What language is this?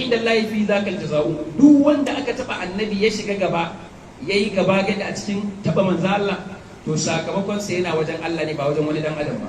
Hausa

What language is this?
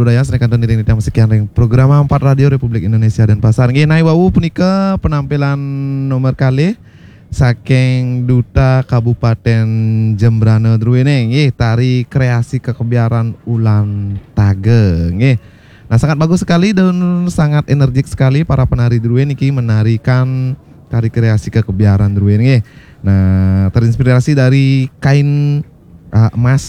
Balinese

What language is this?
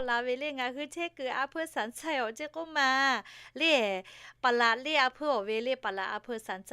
Lahu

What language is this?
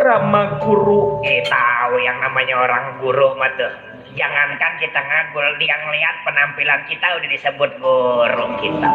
Betawi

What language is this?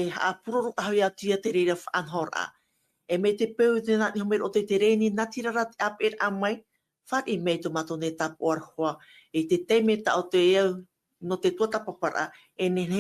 Tahitian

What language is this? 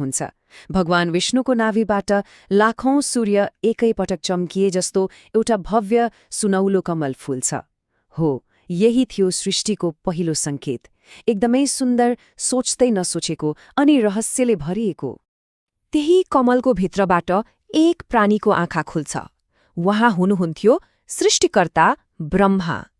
Nepali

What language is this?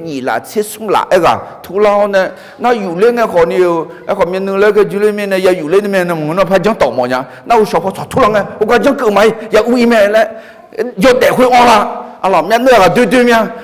Akha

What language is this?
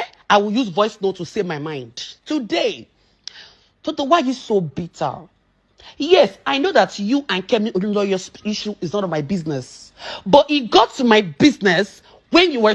Nigerian Pidgin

